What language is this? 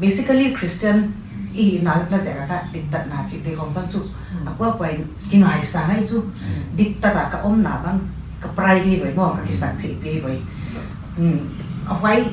Paite Chin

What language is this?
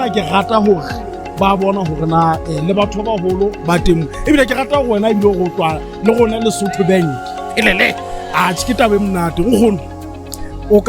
Southern Sotho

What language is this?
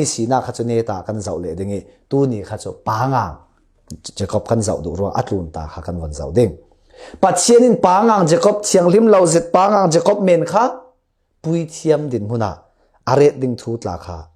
Falam Chin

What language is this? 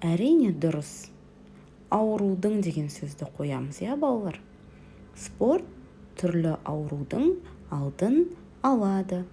Kazakh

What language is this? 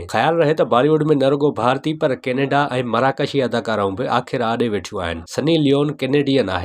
Sindhi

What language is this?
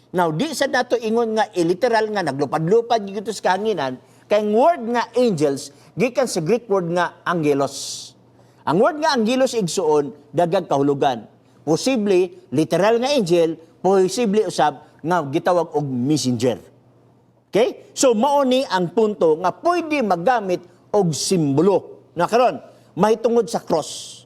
Cebuano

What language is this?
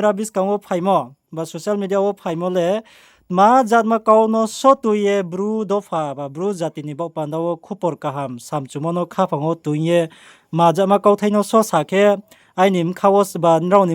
Riang (India)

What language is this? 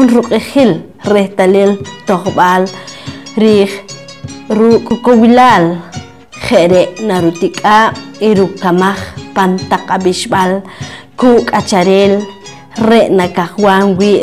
Poqomchi'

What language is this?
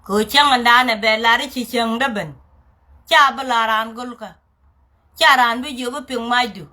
Nuer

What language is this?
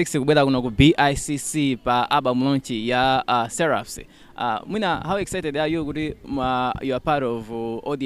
Nyanja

